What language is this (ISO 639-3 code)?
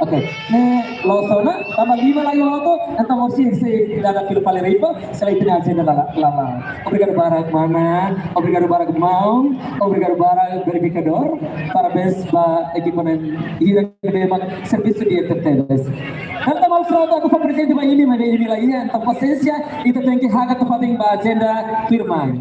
tet